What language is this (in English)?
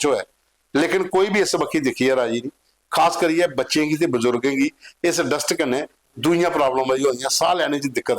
Dogri